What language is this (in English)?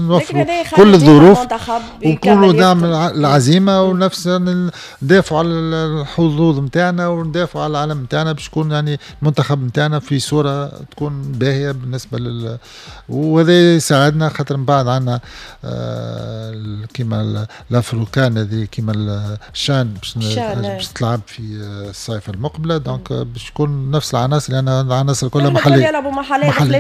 Tunisian Arabic